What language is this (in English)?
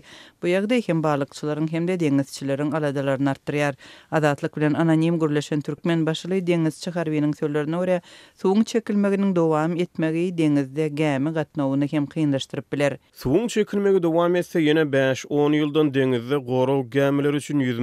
Turkmen